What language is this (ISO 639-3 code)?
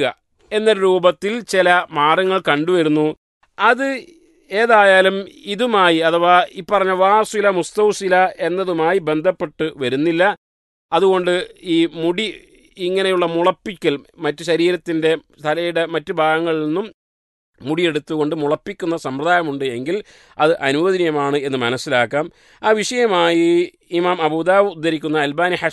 mal